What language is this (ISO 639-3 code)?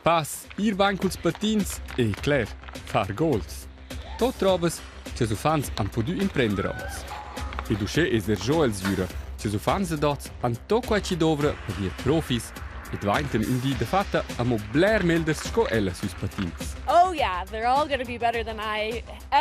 roh